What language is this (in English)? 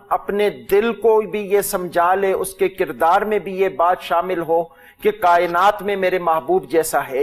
Urdu